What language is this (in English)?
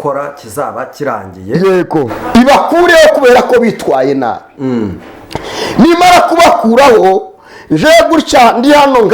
Kinyarwanda